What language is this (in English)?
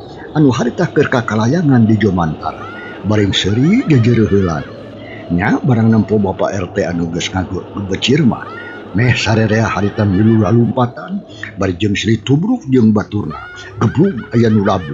Sundanese